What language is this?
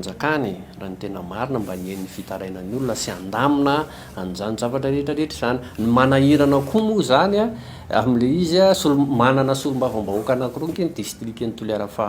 Malagasy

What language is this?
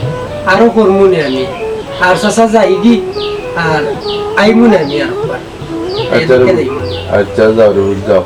Sylheti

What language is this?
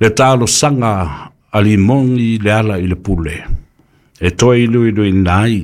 Samoan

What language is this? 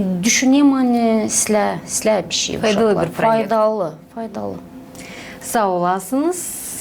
Gagauz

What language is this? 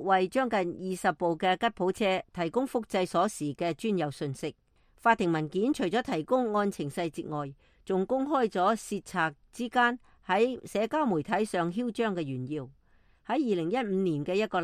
Cantonese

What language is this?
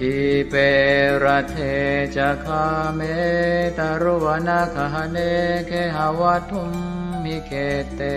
Pali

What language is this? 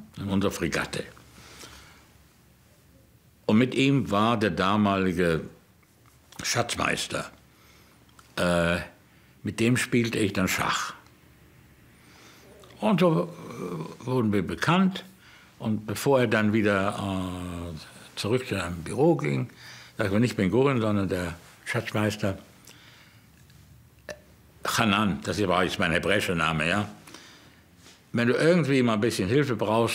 German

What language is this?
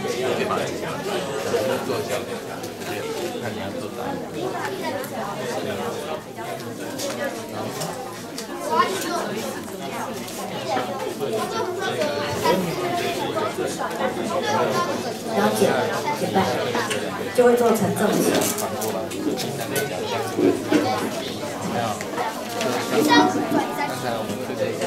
Chinese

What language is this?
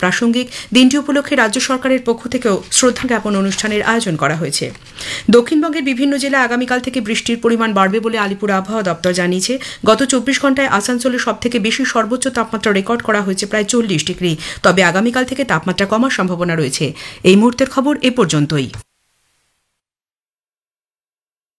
Bangla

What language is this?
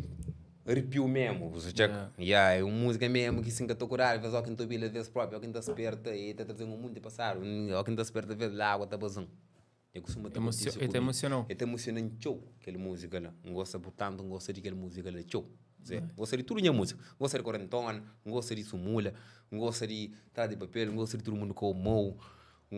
Kabuverdianu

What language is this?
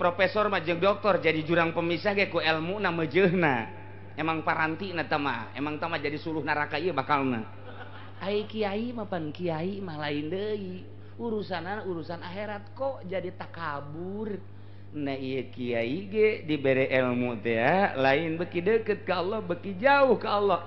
Sundanese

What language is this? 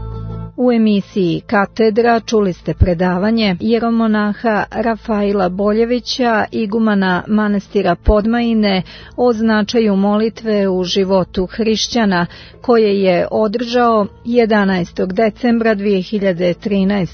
Serbian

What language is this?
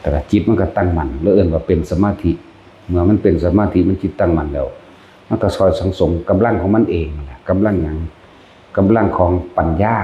Northeastern Thai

